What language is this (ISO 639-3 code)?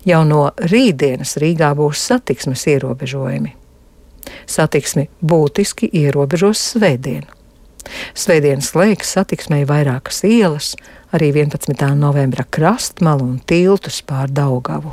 lav